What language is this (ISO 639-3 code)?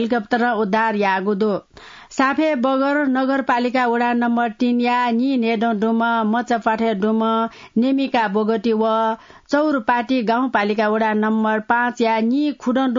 new